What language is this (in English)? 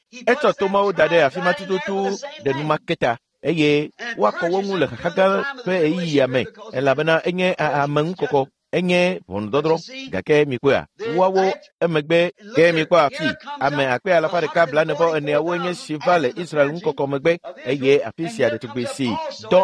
Ewe